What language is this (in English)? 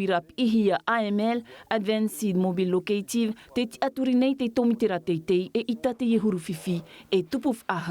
Tahitian